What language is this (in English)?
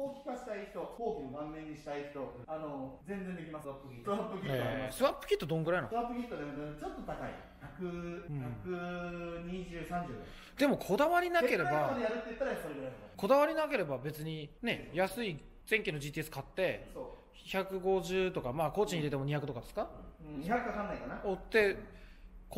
Japanese